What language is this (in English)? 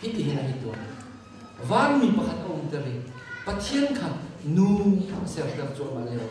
Hakha Chin